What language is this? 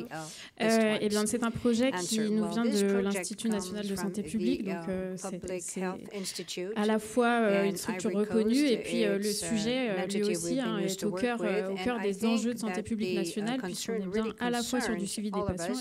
French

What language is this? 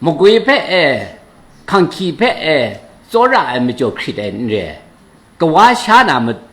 Kachin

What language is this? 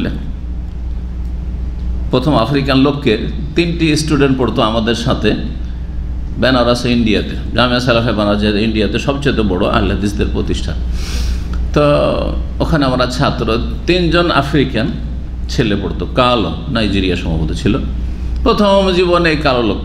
Bangla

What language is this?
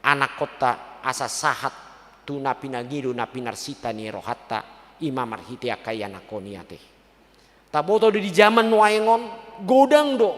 Batak Toba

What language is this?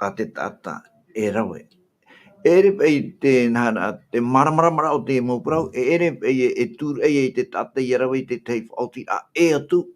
Tahitian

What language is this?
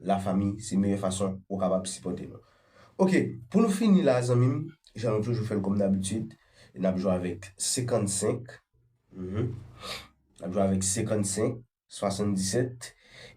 Haitian Creole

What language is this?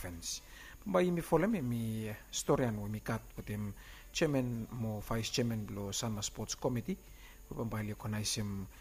Bislama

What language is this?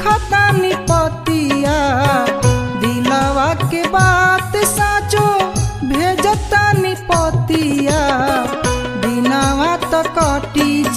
Bhojpuri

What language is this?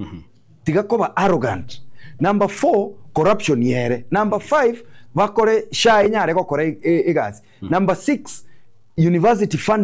Gusii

